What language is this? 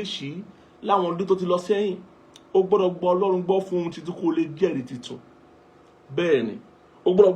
Yoruba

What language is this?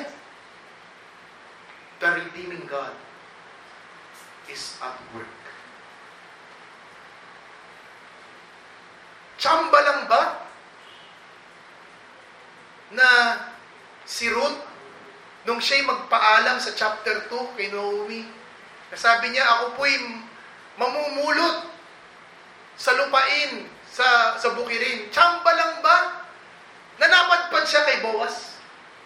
Filipino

